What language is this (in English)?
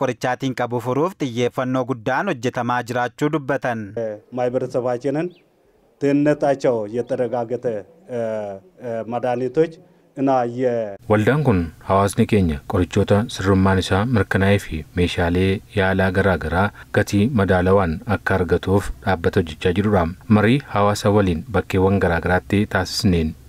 Oromo